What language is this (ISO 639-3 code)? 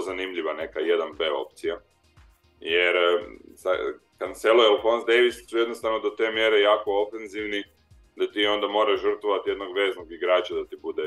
hrv